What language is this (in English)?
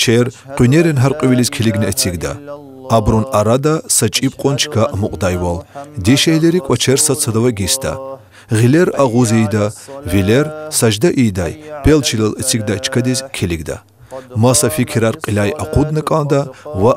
Lezghian